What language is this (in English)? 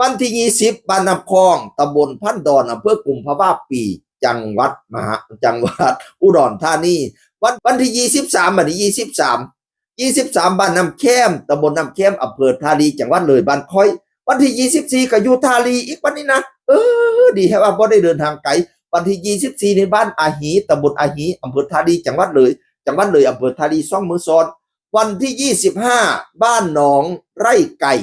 Northeastern Thai